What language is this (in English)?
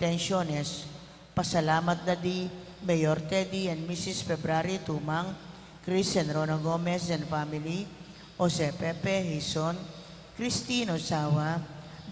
Pampanga